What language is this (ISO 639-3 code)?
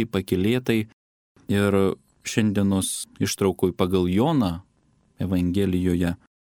lit